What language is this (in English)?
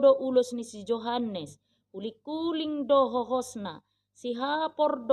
Batak Toba